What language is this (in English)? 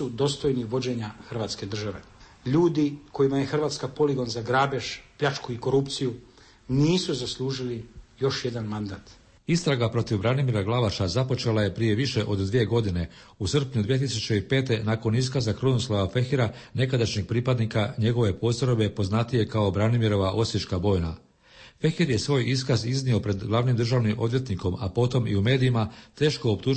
Croatian